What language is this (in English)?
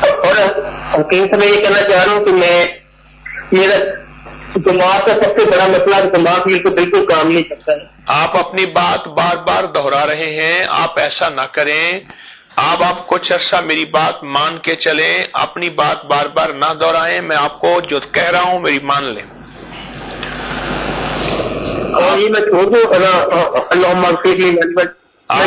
Urdu